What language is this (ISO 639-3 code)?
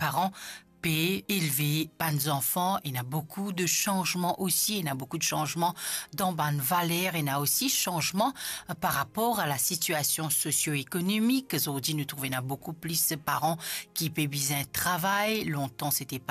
mfe